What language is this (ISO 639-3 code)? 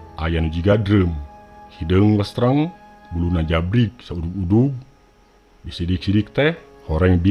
sun